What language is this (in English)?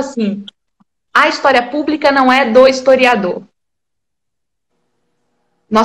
Portuguese